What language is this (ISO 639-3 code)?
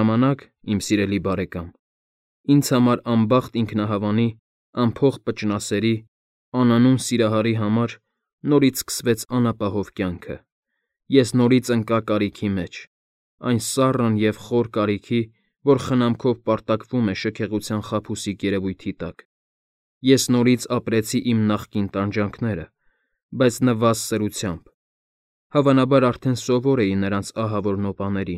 hye